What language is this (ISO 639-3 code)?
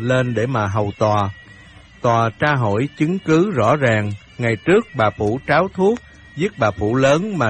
vie